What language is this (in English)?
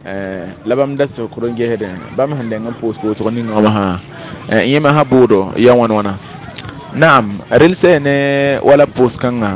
Mossi